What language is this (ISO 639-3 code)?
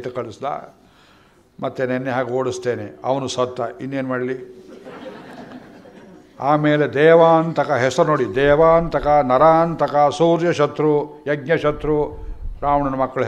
kan